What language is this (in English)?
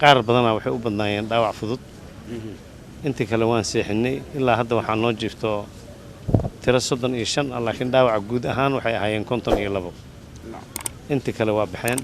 Somali